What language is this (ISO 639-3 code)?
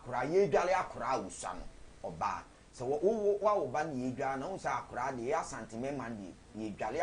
aka